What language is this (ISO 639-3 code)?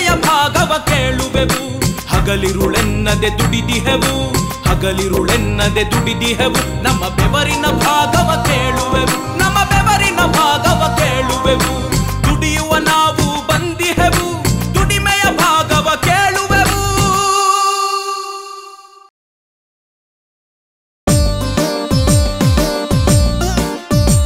kan